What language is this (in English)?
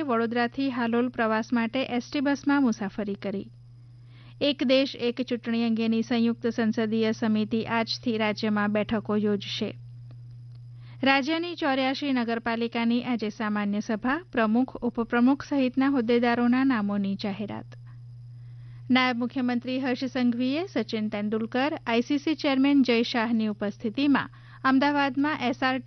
Gujarati